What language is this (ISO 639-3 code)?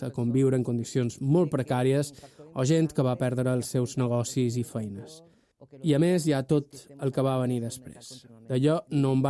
cat